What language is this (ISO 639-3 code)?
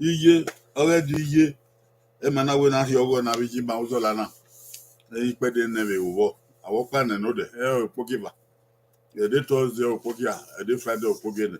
bin